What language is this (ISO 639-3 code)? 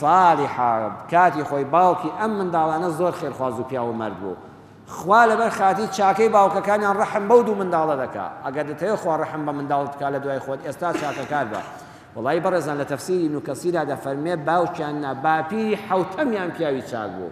ckb